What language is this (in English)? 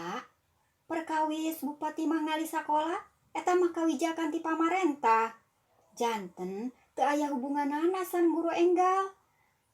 Sundanese